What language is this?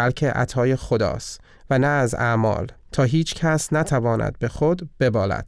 Persian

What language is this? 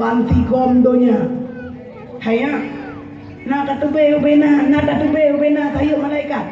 Achinese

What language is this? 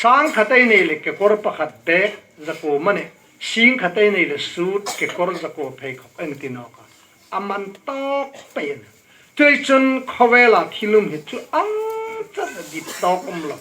Hmar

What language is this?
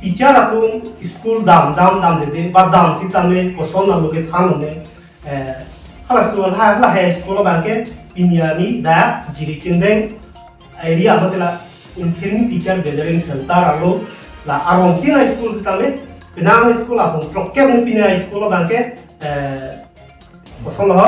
Karbi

